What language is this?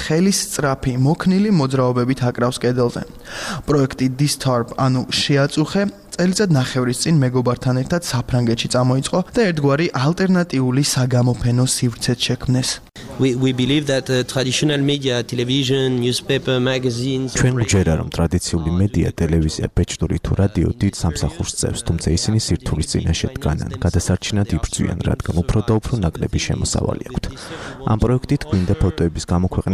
Georgian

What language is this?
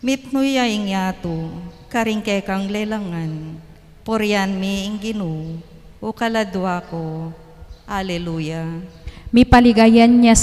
Pampanga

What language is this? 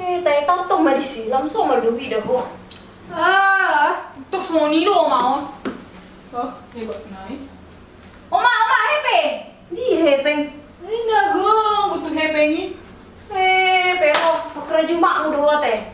Batak Toba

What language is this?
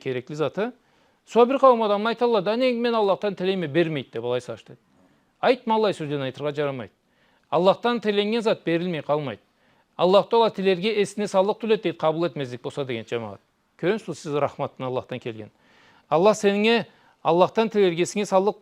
Karachay-Balkar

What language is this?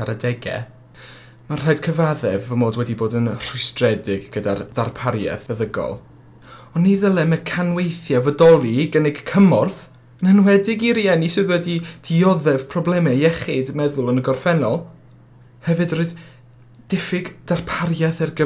Welsh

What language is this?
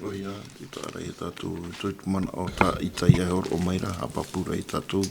Tahitian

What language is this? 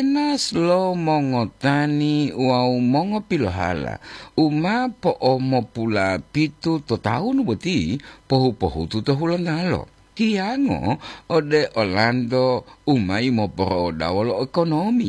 Gorontalo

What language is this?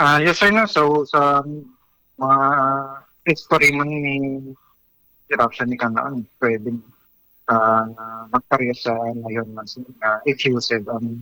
Hiligaynon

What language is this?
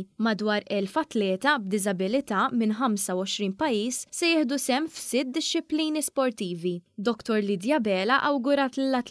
Maltese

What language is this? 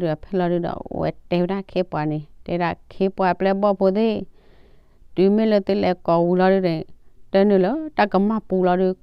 S'gaw Karen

